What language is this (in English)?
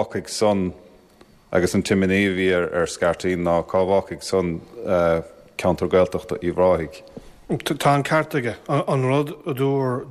Irish